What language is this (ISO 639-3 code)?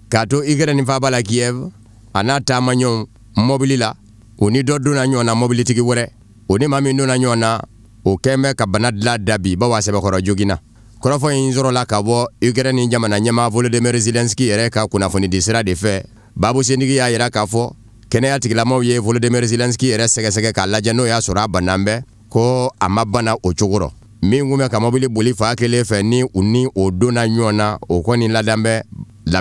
bam